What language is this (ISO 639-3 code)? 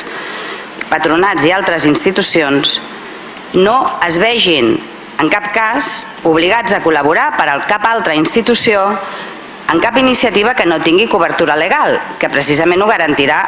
cat